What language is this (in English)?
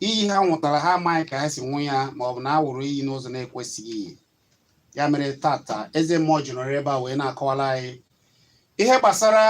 Igbo